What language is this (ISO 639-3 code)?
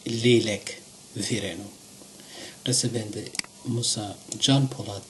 zza